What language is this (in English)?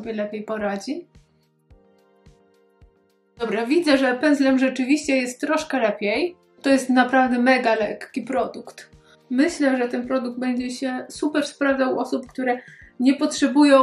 Polish